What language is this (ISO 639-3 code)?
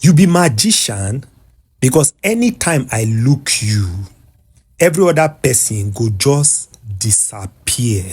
pcm